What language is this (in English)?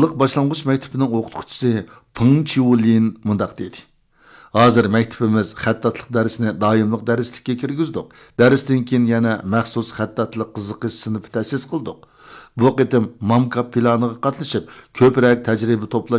Uyghur